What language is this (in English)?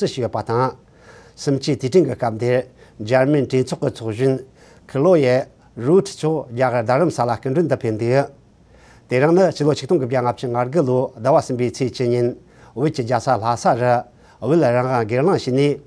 Tibetan